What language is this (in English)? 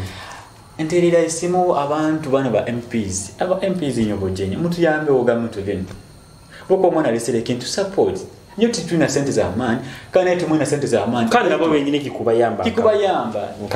Nyoro